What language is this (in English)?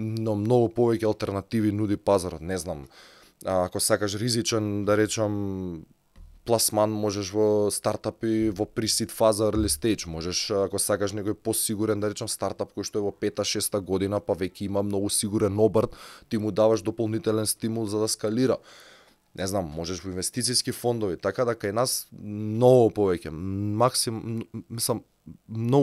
Macedonian